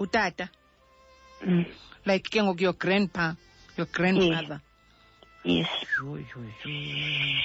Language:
Xhosa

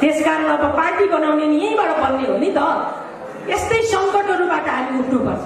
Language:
Nepali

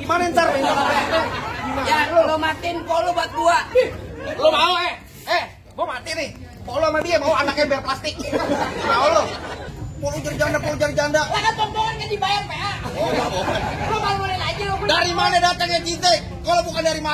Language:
Betawi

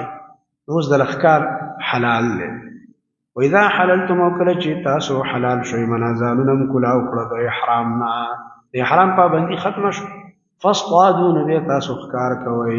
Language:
Pashto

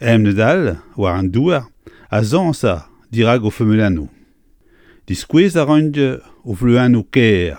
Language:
Breton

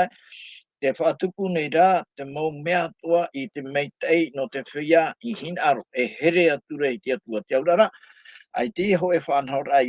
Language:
Tahitian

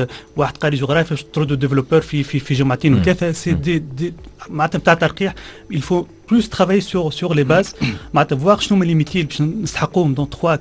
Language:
Tunisian Arabic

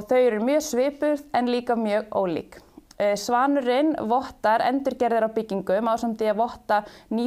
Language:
Icelandic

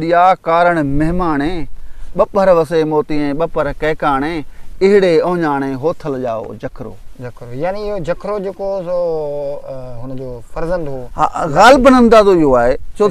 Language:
Sindhi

